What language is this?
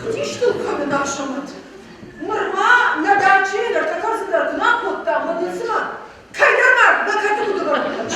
Ossetic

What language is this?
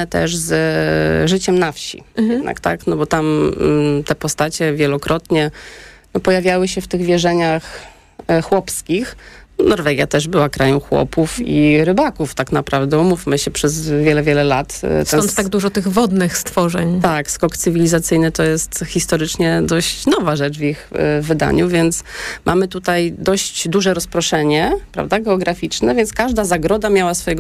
Polish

